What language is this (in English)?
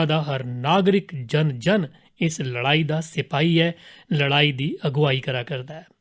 Dogri